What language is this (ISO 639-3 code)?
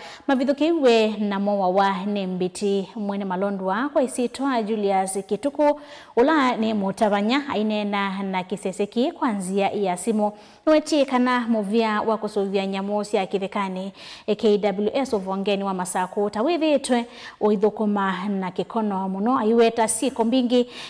kam